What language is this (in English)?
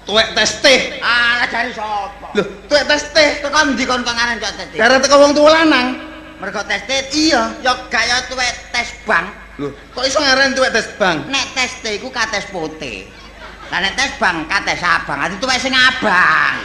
Javanese